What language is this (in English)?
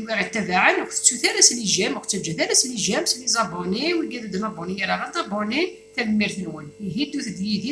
Kabyle